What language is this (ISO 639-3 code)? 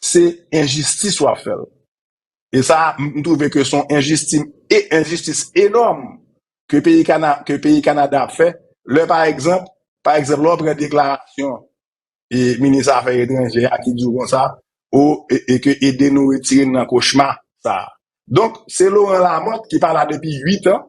hat